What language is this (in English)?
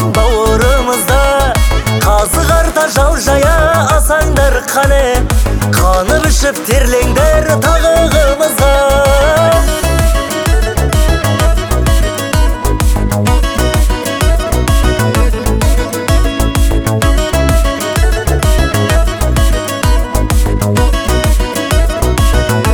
Kazakh